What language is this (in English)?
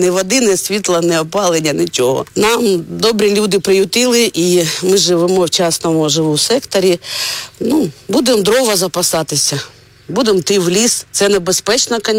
Ukrainian